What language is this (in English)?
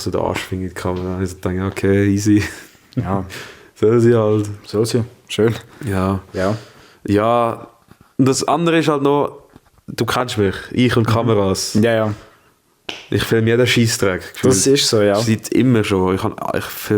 Swiss German